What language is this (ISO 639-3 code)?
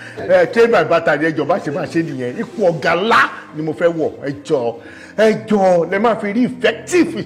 yor